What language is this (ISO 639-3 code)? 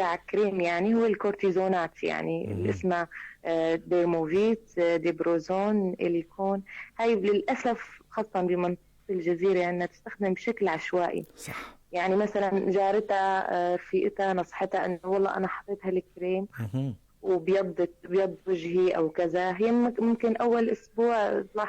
apc